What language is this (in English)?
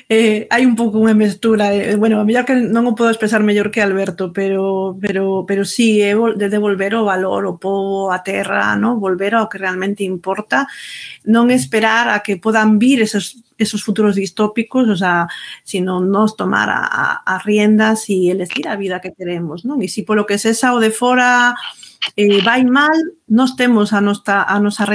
Galician